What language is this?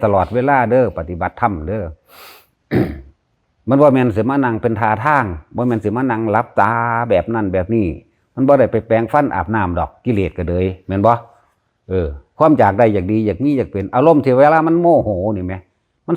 Lao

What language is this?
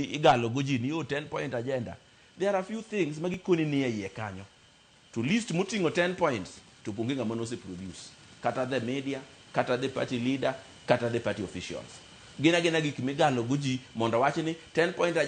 Luo (Kenya and Tanzania)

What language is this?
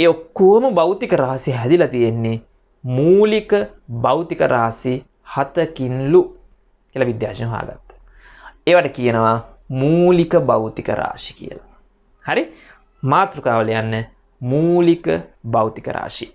Sinhala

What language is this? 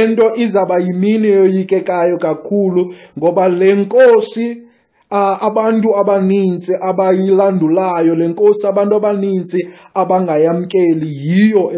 Xhosa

